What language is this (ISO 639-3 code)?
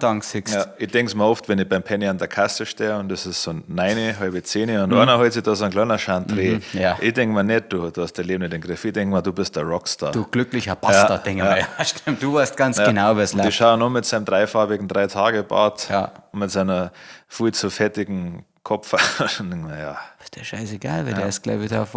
bar